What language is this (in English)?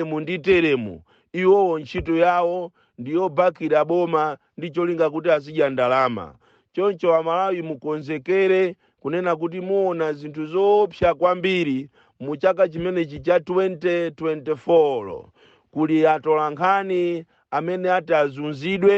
Nyanja